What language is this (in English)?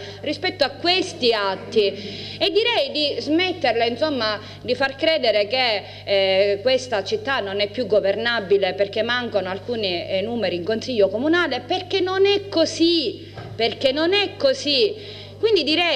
Italian